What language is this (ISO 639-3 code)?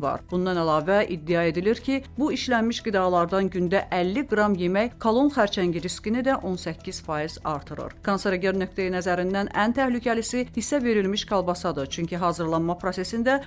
aze